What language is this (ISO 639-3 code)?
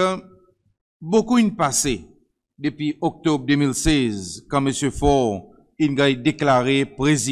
crs